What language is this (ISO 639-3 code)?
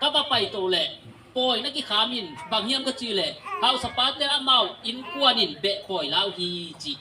ctd